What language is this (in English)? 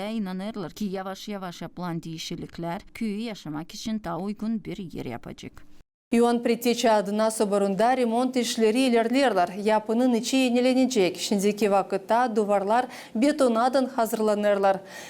Gagauz